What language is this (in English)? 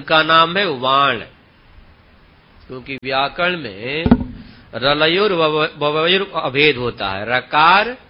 Hindi